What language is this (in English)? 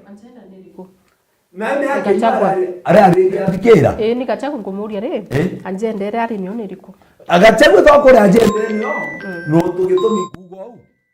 Meru